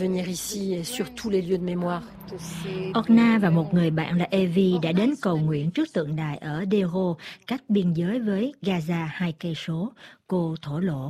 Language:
Vietnamese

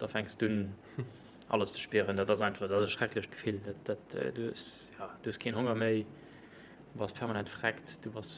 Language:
Luxembourgish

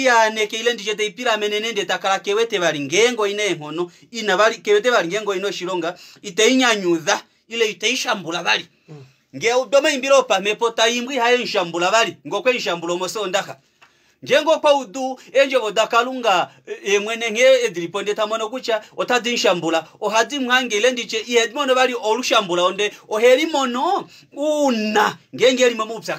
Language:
Kuanyama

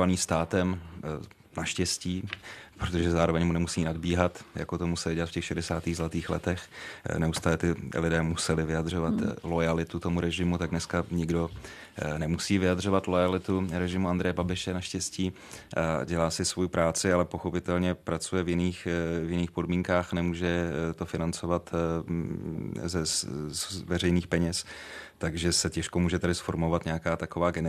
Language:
Czech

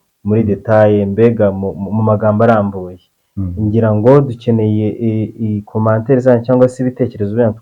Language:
Kinyarwanda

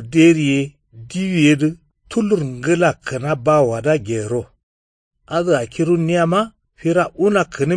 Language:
Kanuri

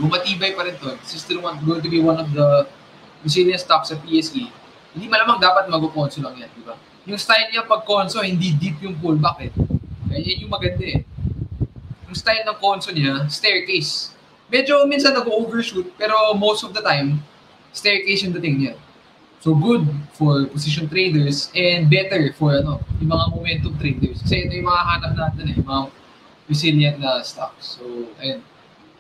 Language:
Filipino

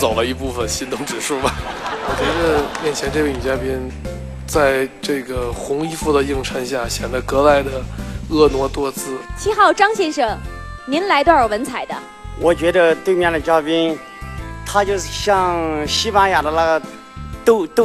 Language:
Chinese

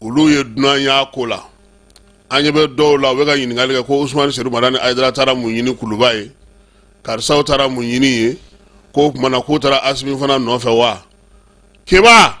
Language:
Bambara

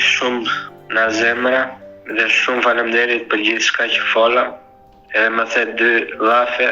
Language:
Albanian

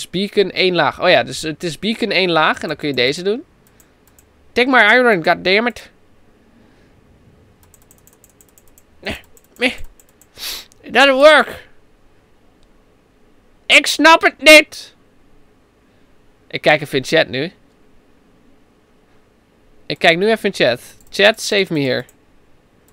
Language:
Dutch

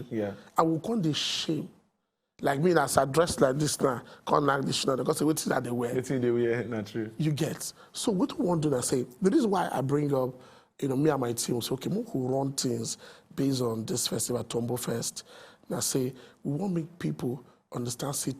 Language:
Nigerian Pidgin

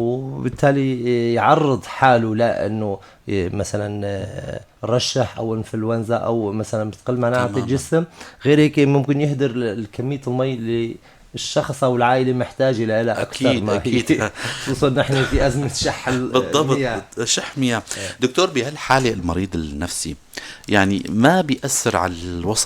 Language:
North Levantine Arabic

